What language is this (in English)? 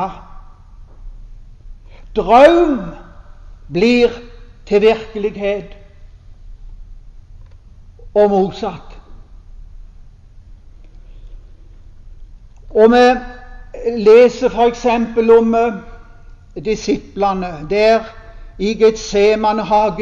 Norwegian